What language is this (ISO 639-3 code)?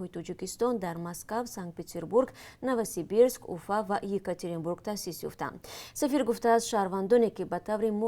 tgk